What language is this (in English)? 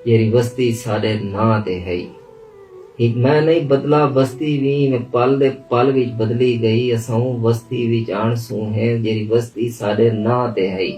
Saraiki